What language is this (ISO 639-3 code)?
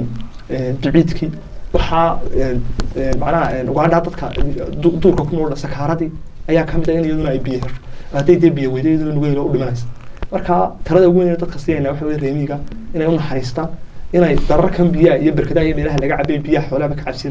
som